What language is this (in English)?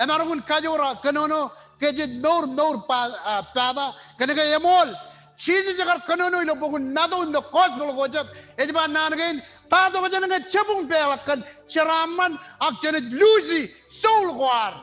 Marshallese